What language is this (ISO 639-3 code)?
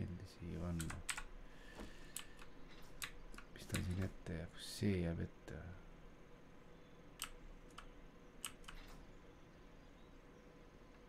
est